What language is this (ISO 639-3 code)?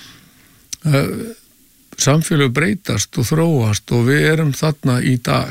isl